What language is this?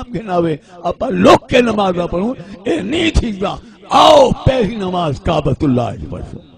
Saraiki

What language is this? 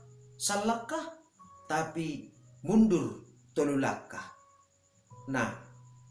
Batak Simalungun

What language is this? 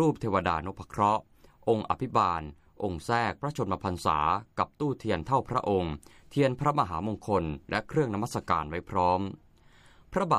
Thai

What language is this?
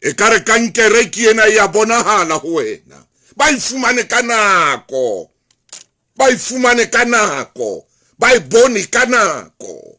Southern Sotho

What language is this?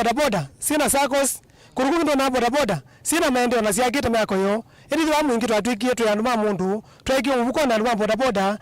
Kamba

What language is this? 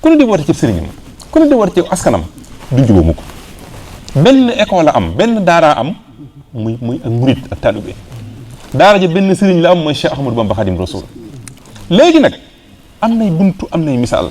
Wolof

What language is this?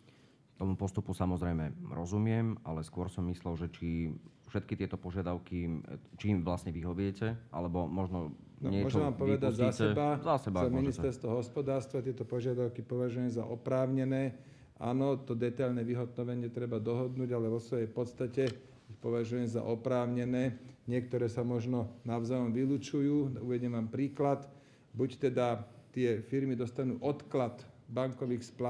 Slovak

